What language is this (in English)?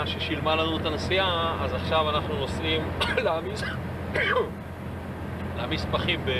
Hebrew